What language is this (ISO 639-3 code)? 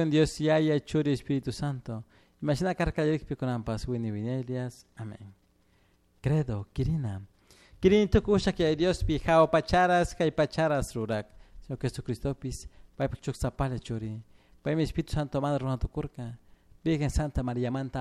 qug